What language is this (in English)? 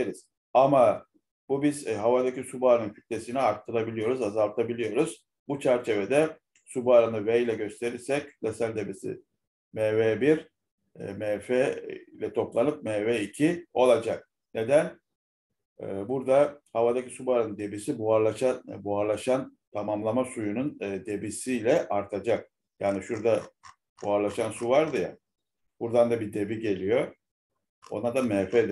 Turkish